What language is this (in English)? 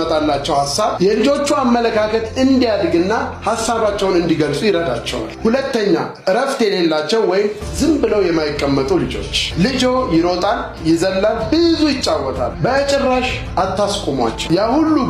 Amharic